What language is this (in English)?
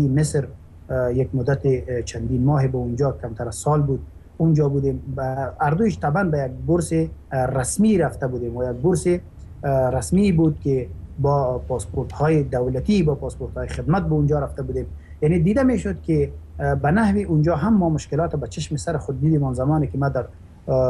Persian